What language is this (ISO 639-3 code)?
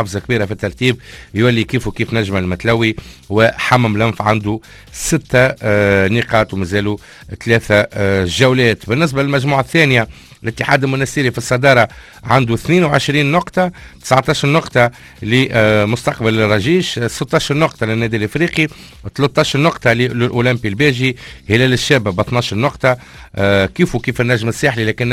aeb